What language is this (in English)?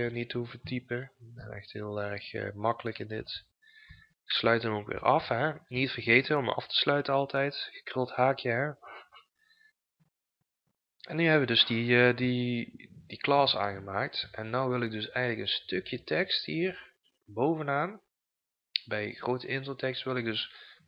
Dutch